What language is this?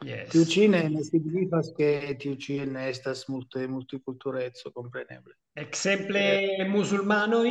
Esperanto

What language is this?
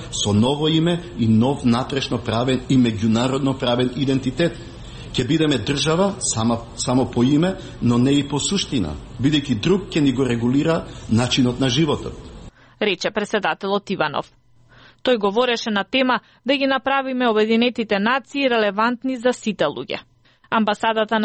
Macedonian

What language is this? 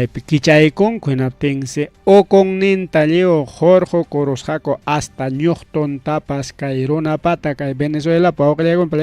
Ayacucho Quechua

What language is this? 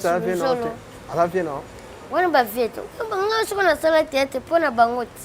Lingala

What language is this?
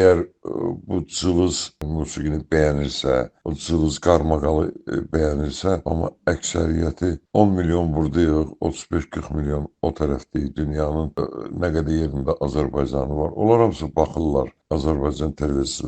Azerbaijani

